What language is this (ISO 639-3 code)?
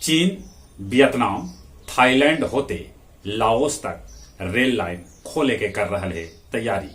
mag